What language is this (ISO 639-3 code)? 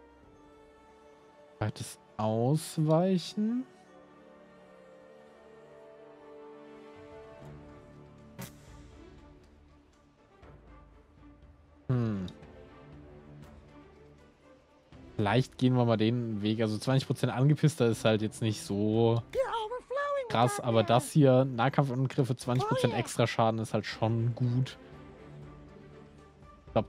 deu